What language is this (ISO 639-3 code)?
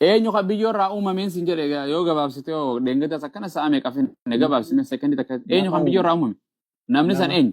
orm